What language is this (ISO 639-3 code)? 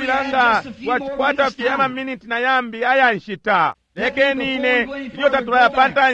bem